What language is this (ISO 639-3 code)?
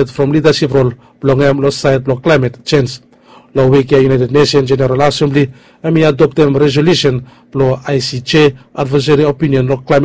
bis